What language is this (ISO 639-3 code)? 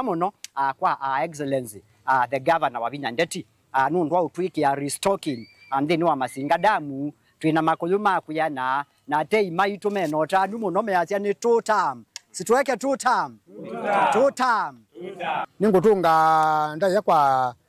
kam